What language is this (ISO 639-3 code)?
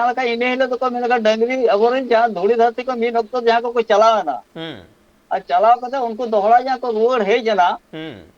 sat